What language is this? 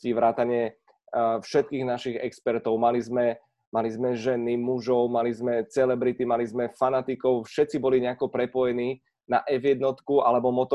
Slovak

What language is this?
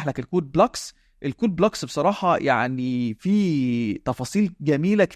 Egyptian Arabic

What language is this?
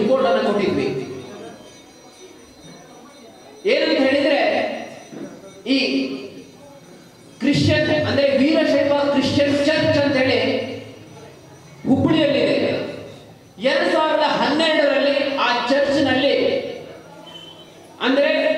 Kannada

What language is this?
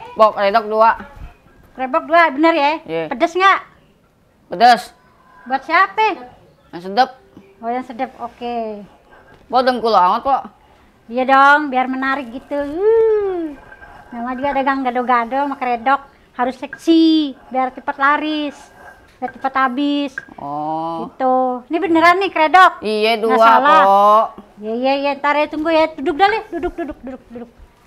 Betawi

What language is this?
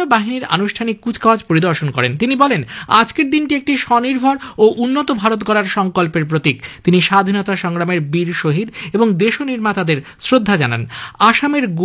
Bangla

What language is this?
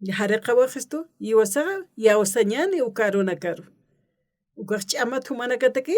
Aymara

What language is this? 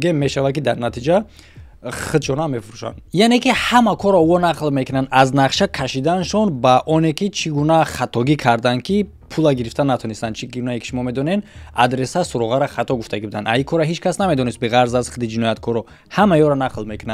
Tajik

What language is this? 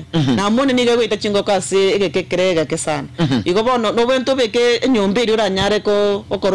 Gusii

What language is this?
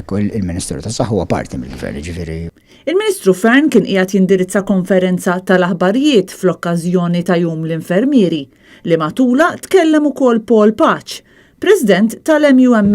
Maltese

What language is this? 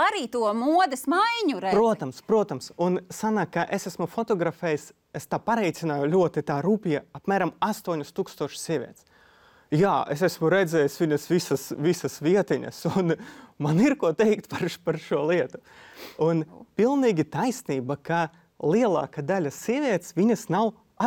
Latvian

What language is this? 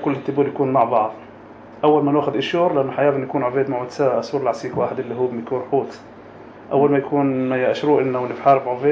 North Levantine Arabic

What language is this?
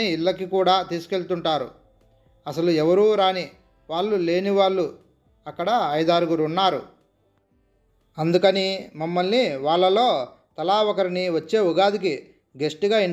Telugu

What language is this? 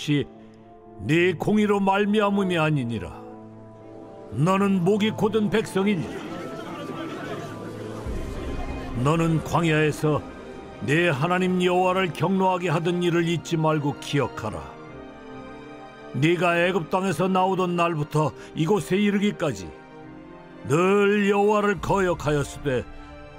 Korean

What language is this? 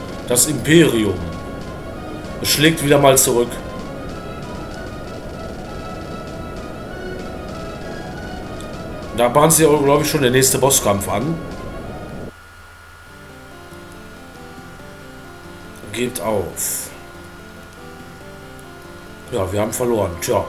German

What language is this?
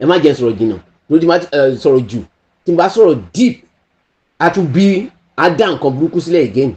Yoruba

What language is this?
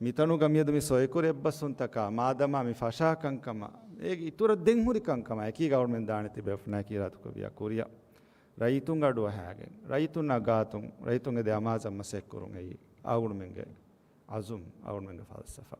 Divehi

